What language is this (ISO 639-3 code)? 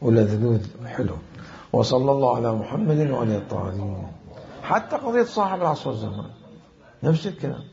acm